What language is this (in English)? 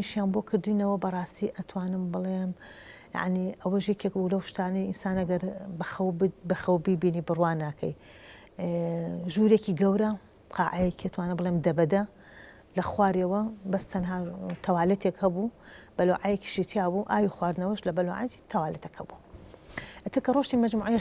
Central Kurdish